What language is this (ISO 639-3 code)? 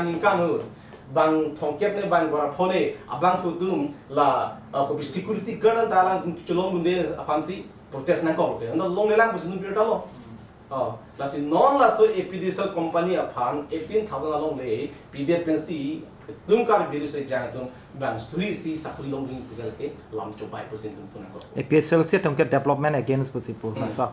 mjw